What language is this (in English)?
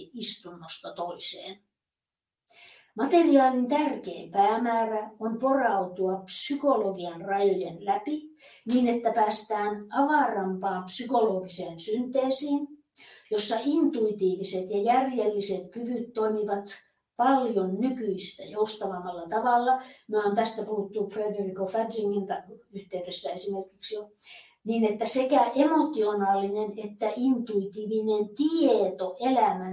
Finnish